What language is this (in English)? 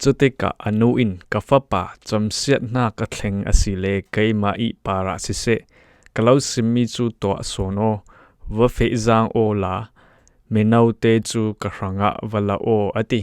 Falam Chin